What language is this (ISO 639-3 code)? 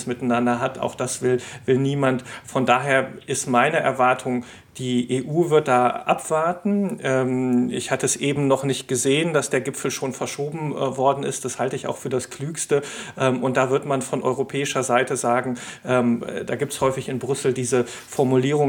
deu